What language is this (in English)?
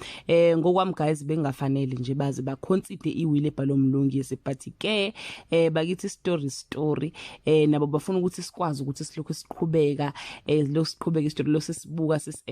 Zulu